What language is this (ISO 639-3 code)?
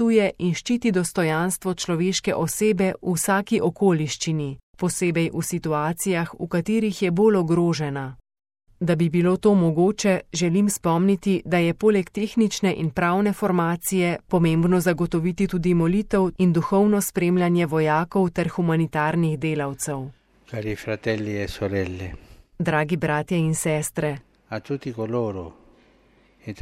slv